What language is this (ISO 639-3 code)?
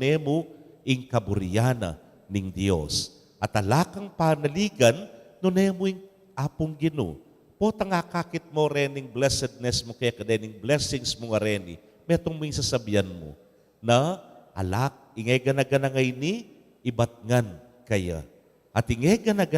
pam